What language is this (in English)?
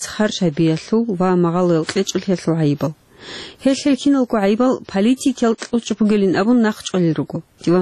Avaric